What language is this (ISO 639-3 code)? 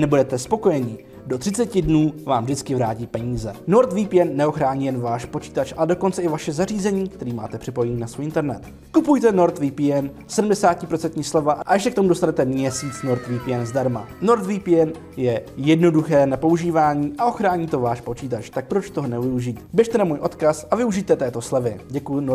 ces